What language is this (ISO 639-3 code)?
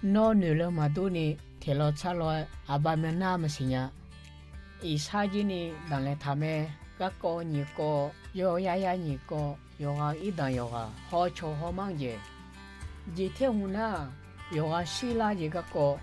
ahk